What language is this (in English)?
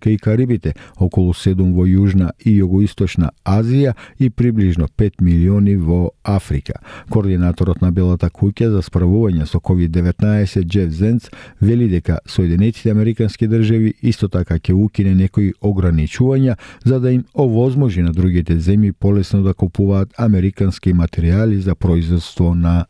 Macedonian